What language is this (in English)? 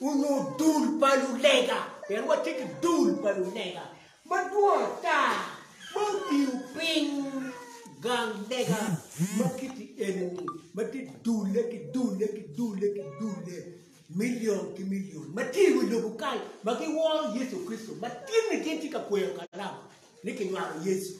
Acoli